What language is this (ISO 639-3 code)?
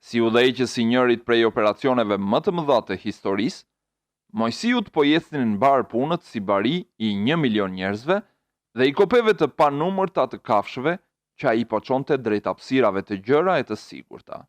sqi